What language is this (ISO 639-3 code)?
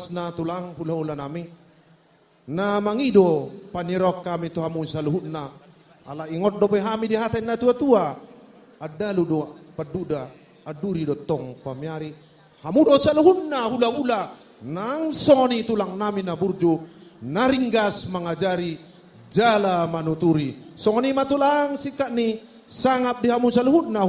bbc